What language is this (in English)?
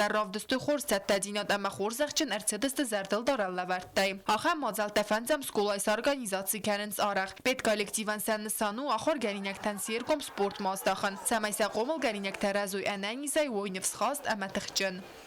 Ossetic